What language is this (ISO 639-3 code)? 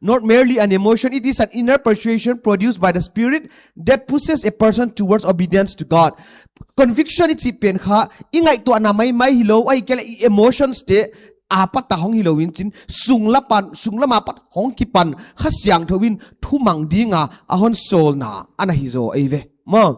pck